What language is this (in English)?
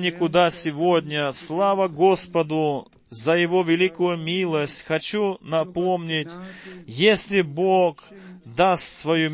Russian